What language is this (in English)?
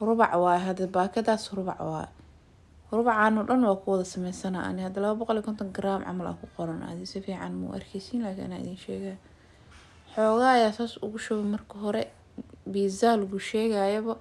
Somali